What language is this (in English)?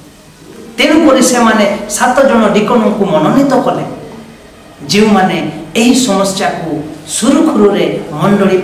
Odia